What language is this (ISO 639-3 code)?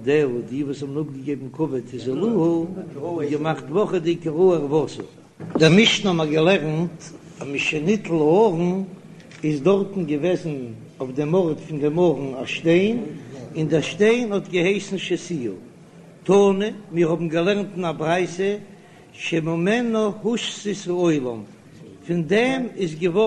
yid